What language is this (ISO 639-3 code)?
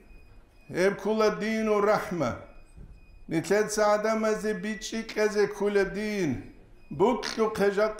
ava